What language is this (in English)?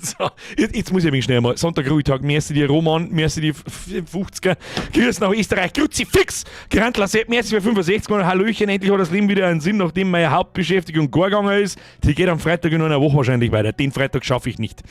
Bavarian